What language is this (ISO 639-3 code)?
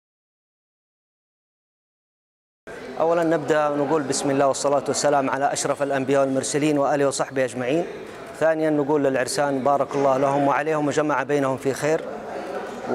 ara